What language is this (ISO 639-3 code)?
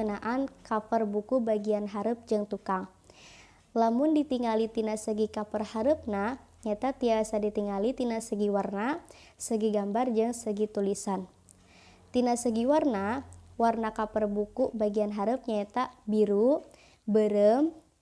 sun